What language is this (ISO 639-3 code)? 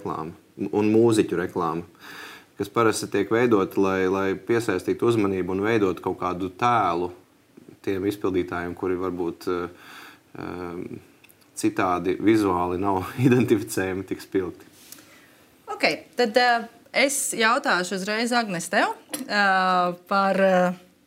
lav